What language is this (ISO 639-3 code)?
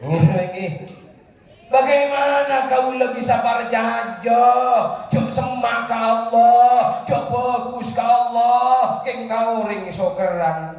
mad